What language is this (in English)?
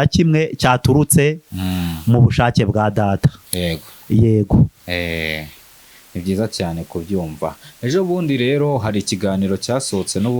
Kinyarwanda